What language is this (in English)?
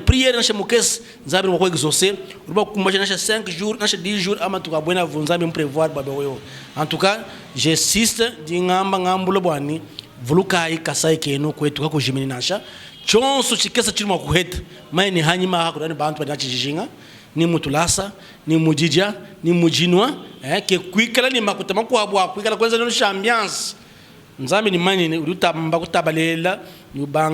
Luba-Lulua